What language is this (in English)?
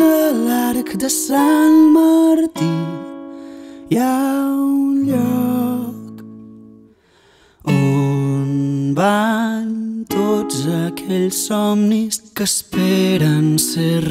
Catalan